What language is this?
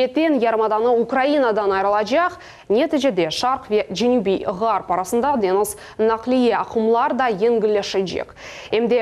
Crimean Tatar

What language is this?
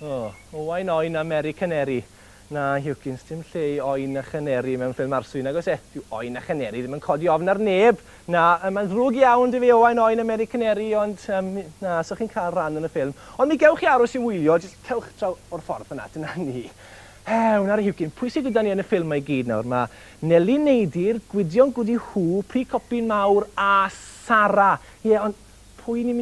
Welsh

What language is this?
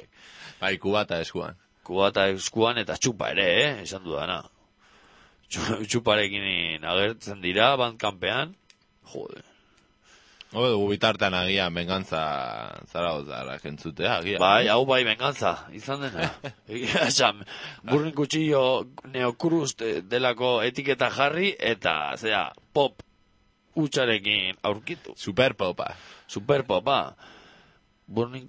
Basque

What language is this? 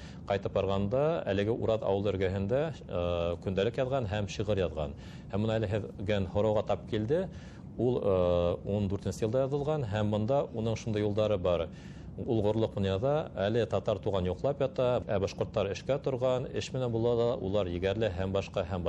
Bashkir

